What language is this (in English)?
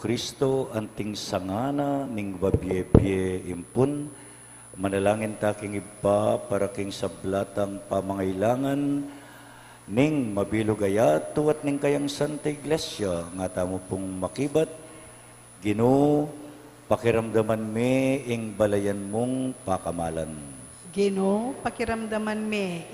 Pampanga